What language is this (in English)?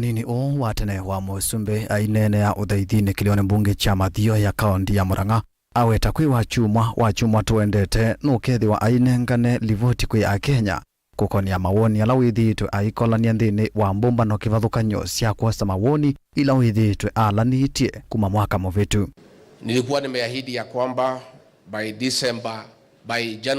Kamba